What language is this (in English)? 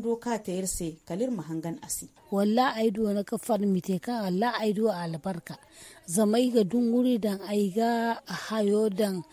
Zarma